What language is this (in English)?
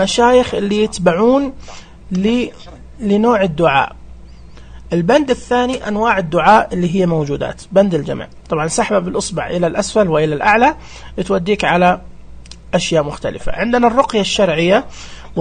Najdi Arabic